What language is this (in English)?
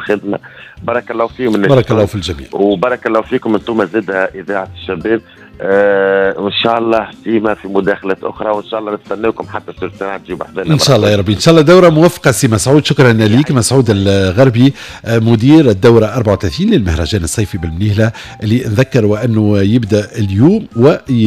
Tunisian Arabic